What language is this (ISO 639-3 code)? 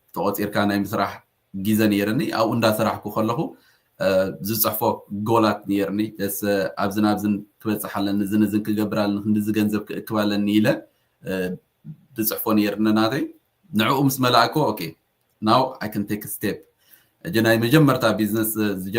tir